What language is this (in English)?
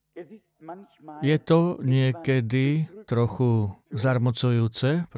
Slovak